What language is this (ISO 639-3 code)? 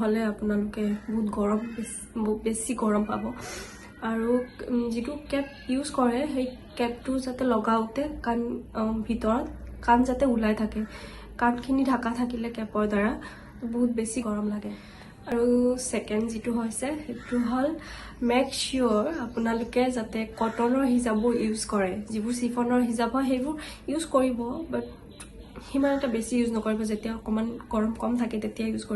asm